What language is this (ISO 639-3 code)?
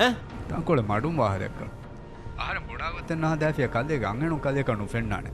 div